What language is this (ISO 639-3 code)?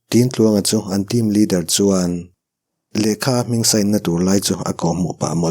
lus